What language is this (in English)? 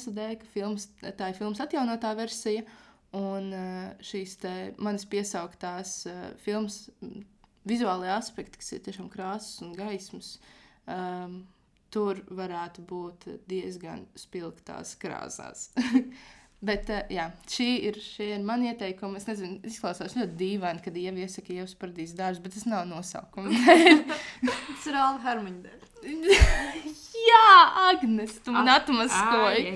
Latvian